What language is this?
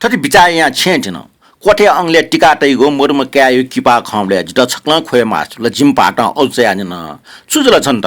Newari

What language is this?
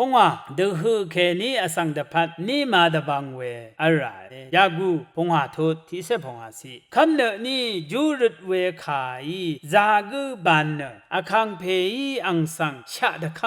Rawang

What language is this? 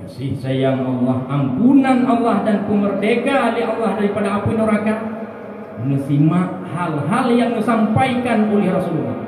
Achinese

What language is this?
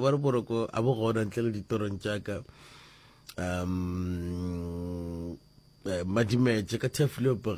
Northern Sotho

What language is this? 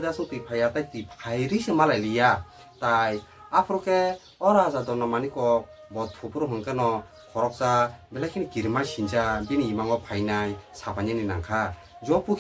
Kok Borok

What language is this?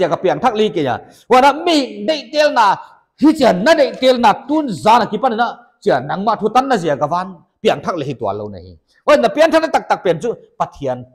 Paite Chin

